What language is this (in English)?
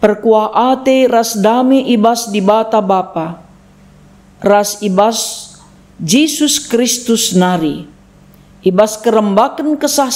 Batak Karo